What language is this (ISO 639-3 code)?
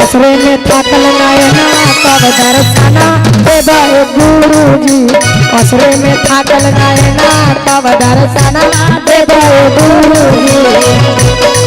mag